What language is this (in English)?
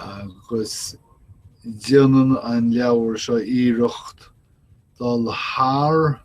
Irish